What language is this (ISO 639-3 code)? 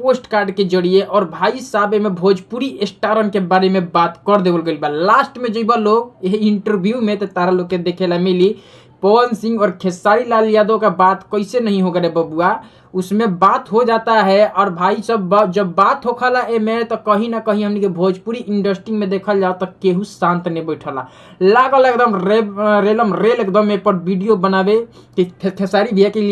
bho